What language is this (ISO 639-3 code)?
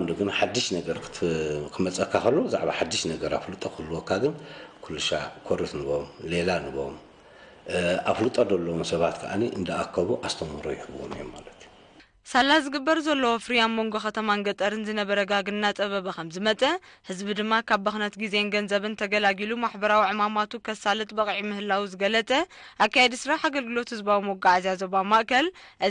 tir